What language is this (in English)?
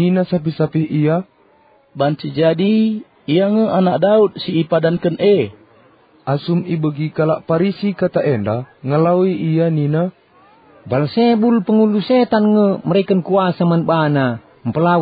Batak Karo